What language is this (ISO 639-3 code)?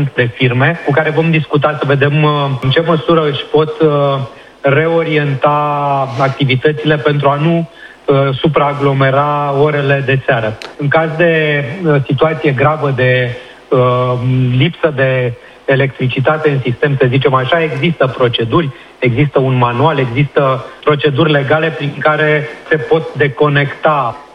ron